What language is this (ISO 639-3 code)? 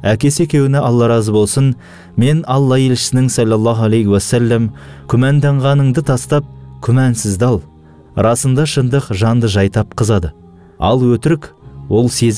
kaz